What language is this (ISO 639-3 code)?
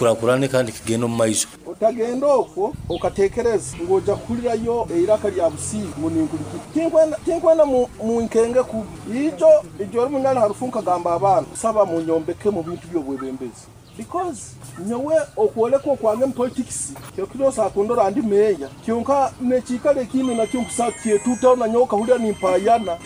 nyo